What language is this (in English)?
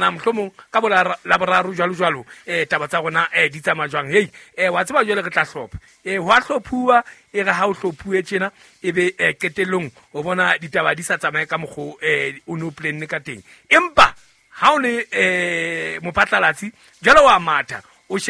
Southern Sotho